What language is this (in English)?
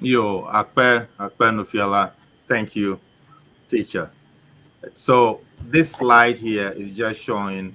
Ewe